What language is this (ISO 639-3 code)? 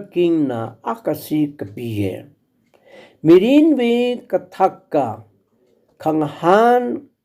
nmf